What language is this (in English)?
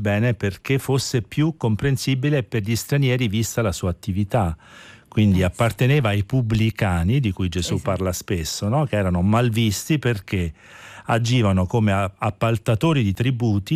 Italian